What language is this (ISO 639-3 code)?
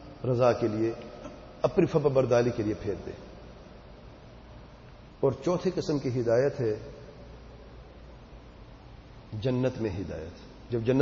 urd